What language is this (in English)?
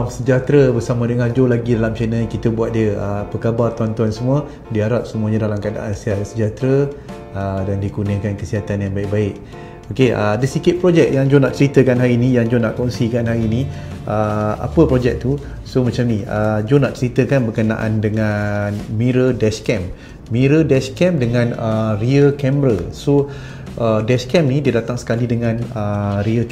Malay